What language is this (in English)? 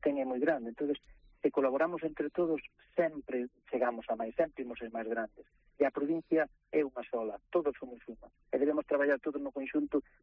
Galician